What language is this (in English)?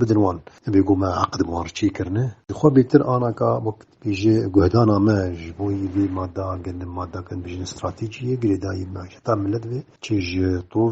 Kurdish